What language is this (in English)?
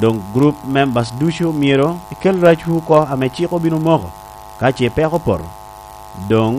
Lango (Uganda)